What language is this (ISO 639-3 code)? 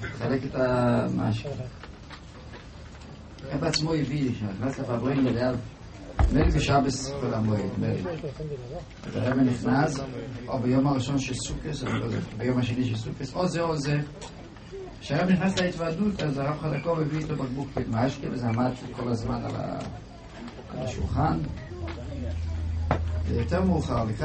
heb